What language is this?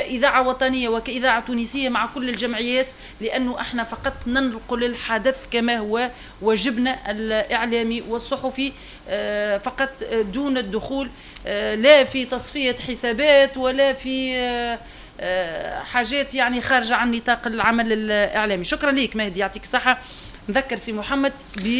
Tunisian Arabic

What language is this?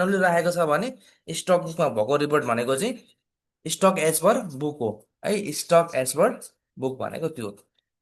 Nepali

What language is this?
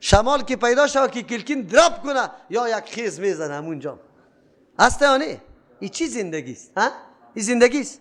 Persian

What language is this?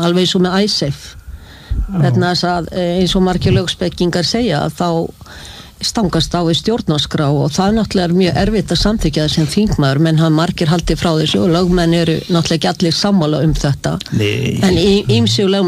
Icelandic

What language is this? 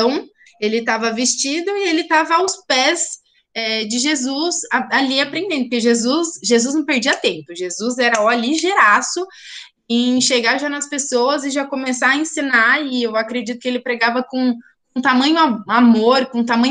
Portuguese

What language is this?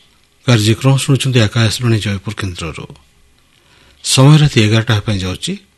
Odia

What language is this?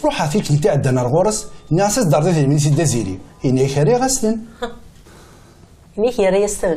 Kabyle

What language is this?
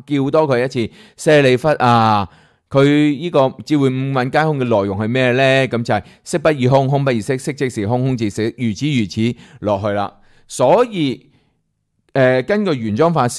Cantonese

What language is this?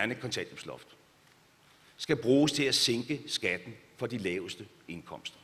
Danish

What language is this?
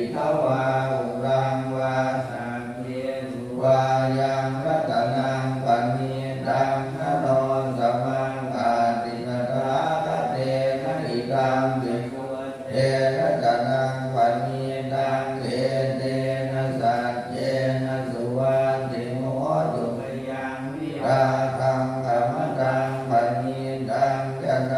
Pali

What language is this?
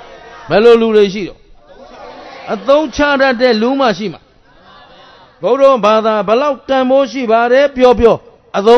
Burmese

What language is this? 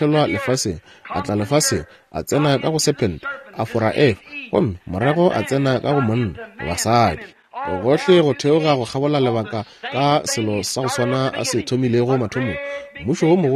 Northern Sotho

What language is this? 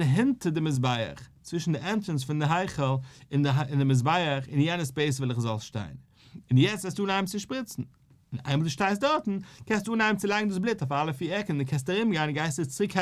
Yiddish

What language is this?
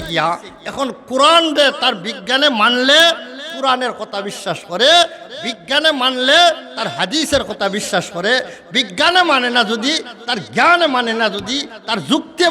Sylheti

